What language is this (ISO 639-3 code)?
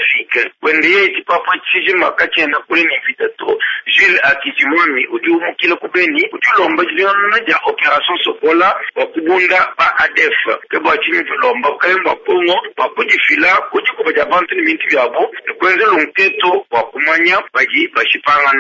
lua